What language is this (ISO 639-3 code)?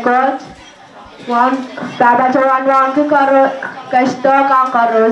pon